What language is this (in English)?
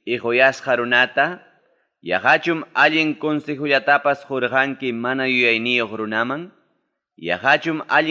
Ayacucho Quechua